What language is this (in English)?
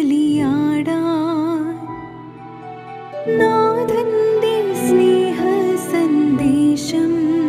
Malayalam